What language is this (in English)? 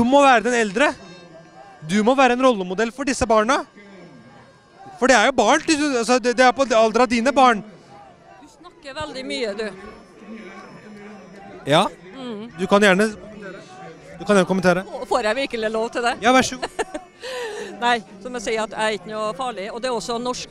Norwegian